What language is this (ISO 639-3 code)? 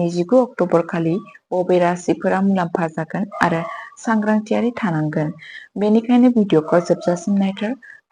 brx